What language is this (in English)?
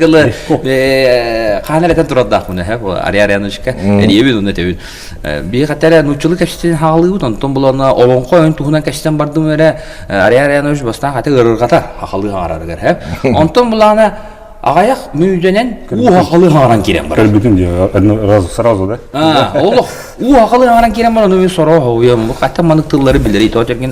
Yakut